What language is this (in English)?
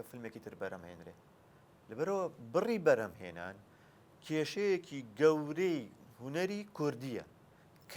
Central Kurdish